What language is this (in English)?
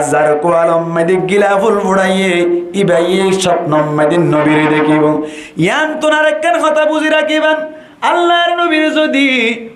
Rohingya